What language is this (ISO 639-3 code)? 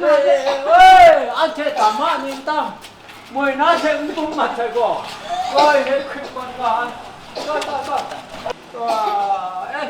kac